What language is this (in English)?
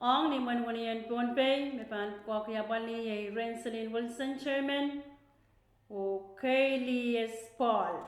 Pohnpeian